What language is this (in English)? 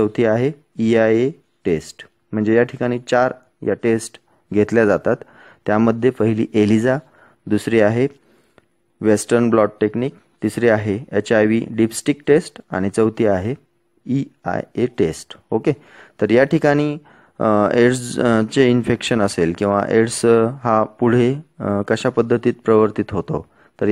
Marathi